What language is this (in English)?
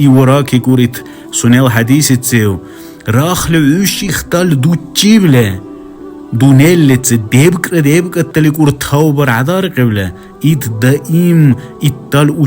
Dargwa